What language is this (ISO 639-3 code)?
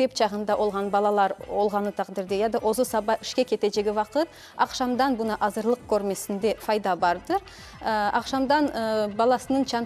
crh